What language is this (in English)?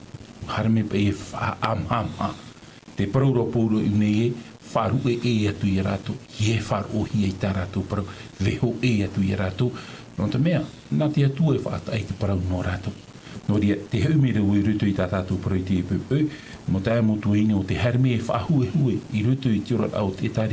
Tahitian